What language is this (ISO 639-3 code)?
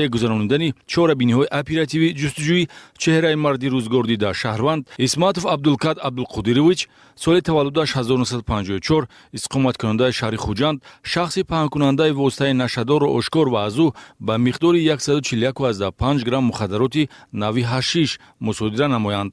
tgk